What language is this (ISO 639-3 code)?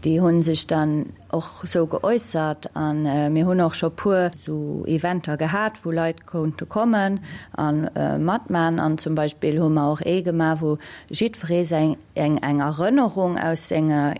ltz